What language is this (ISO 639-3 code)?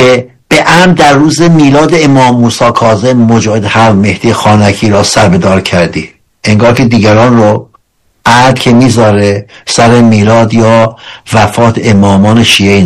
fas